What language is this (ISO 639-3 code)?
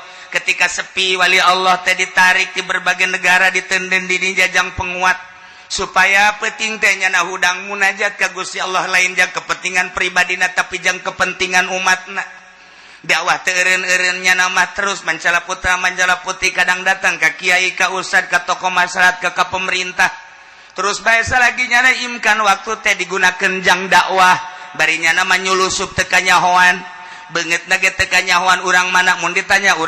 sun